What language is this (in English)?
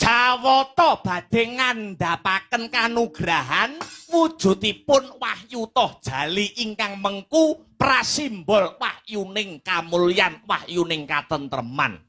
Javanese